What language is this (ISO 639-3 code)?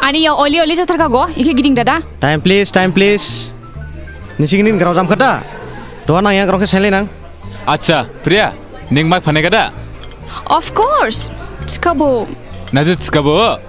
dis